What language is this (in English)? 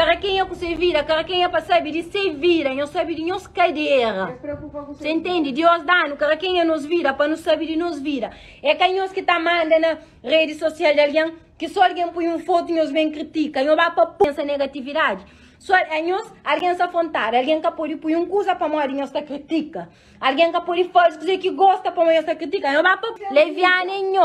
Kabuverdianu